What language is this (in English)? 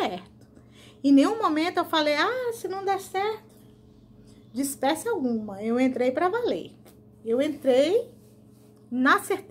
Portuguese